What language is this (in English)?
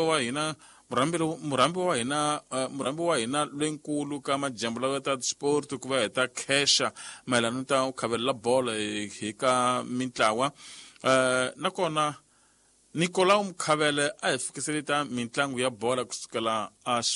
Tsonga